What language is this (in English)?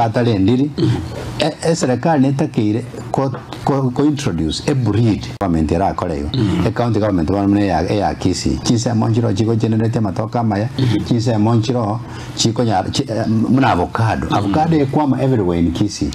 Gusii